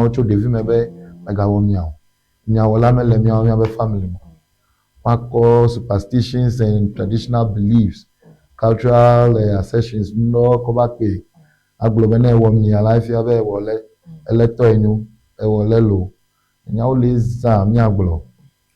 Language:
Ewe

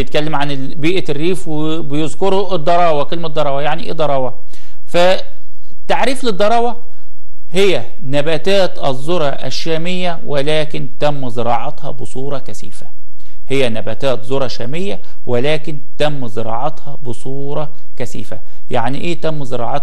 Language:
Egyptian Arabic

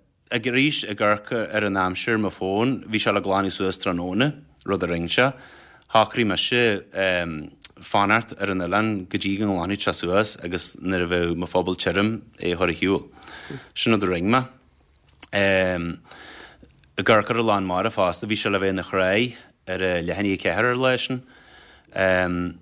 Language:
Irish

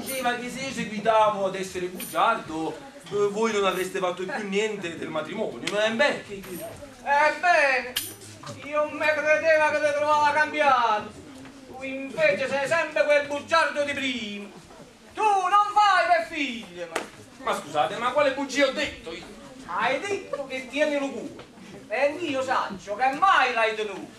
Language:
Neapolitan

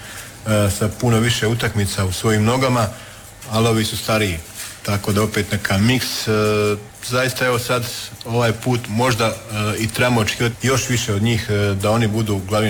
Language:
Croatian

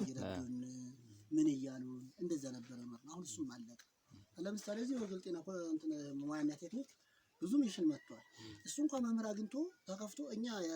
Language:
Amharic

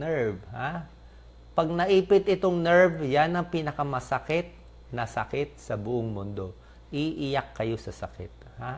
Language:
Filipino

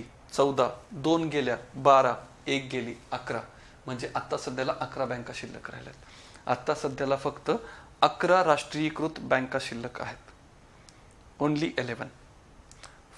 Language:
Marathi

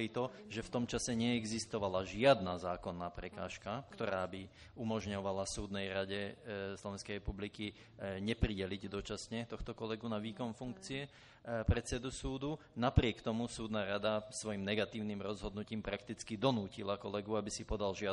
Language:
Slovak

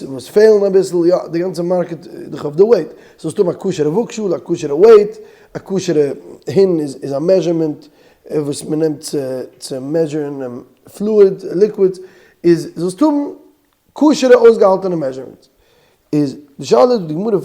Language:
Yiddish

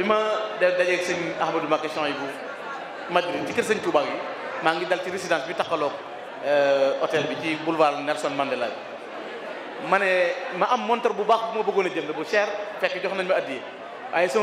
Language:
Wolof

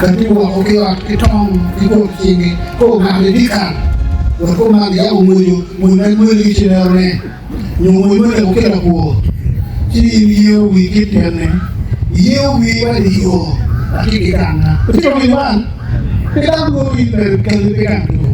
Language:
Acoli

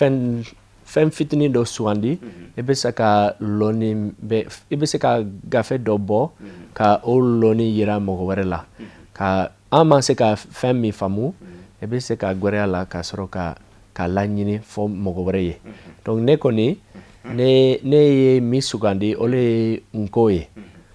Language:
Bambara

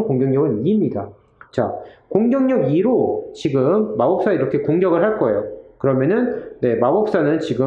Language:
Korean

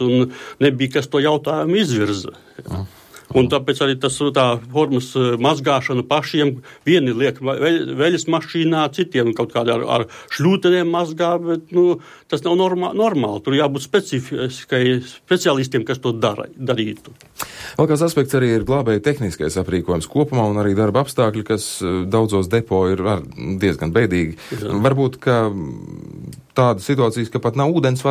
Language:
Latvian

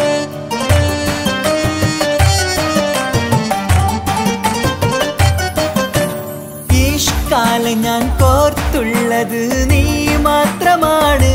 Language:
Malayalam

